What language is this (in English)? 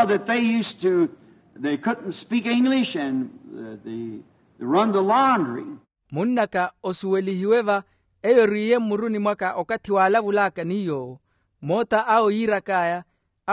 Makhuwa